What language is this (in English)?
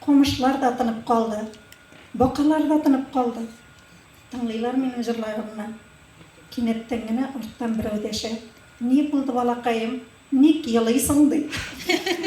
Tatar